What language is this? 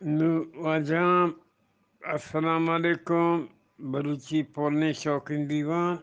Eastern Balochi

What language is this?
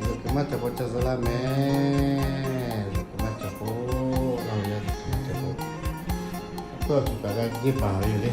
Lahu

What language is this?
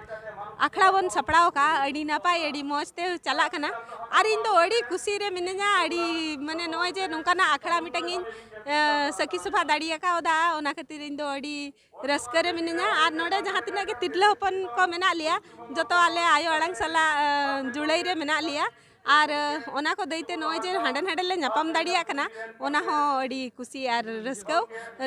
Santali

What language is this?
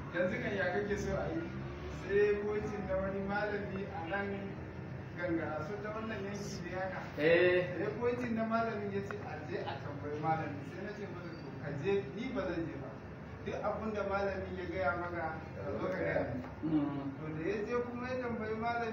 Hausa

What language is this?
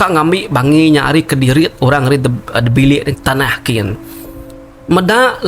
Iban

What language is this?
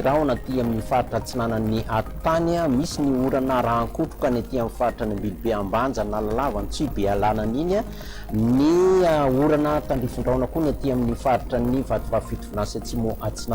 Malagasy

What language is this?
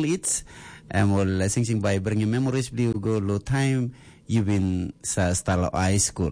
Tok Pisin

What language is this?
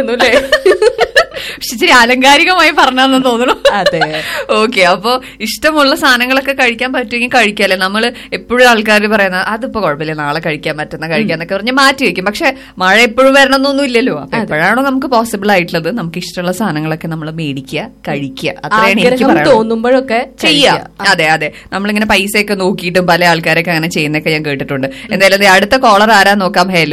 Malayalam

